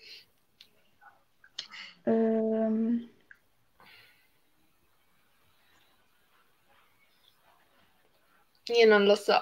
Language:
Italian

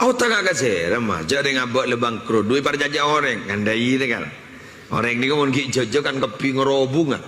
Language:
Madurese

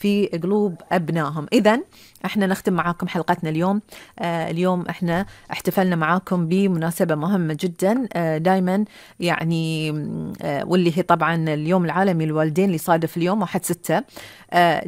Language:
Gulf Arabic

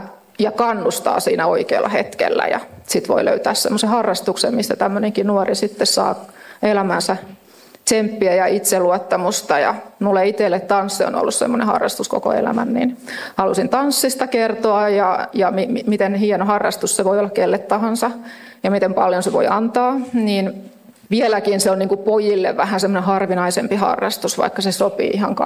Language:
Finnish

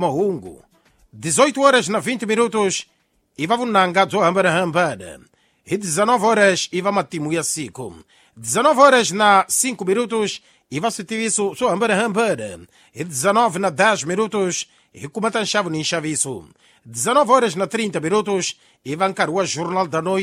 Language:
Tsonga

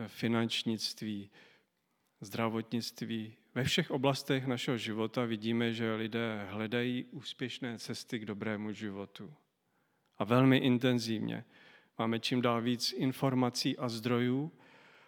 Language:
Czech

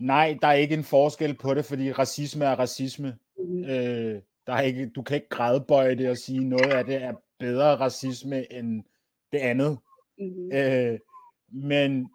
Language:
Danish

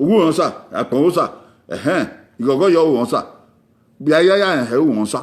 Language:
Bini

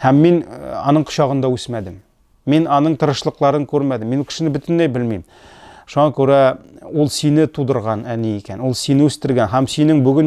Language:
Tatar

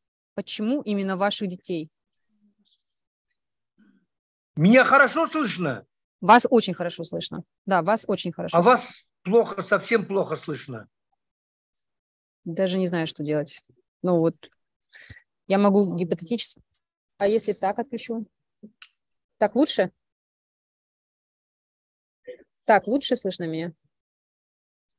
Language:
Russian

